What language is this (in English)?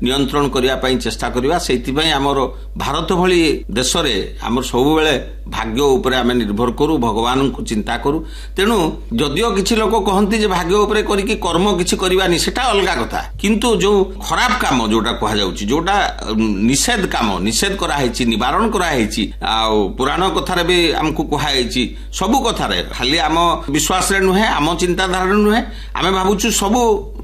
Odia